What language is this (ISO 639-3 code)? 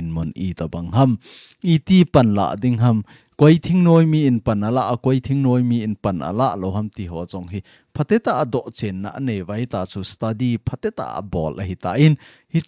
tcz